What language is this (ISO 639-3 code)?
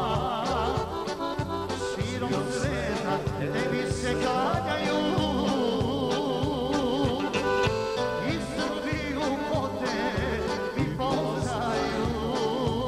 srp